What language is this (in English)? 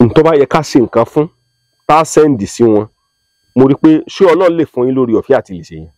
Yoruba